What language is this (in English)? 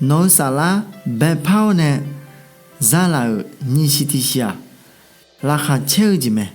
Akha